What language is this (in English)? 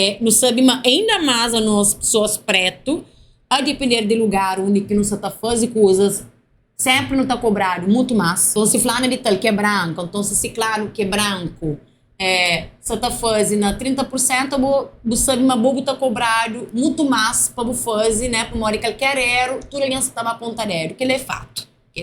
Kabuverdianu